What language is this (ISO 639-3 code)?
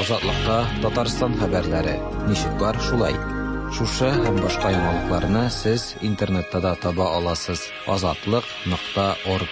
tat